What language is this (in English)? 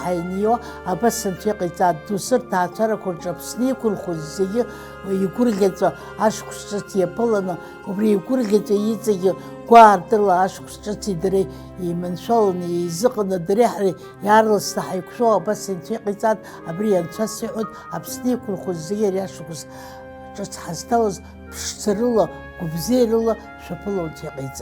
Abkhazian